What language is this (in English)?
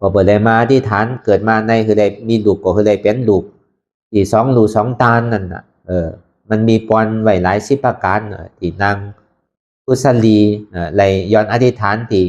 Shan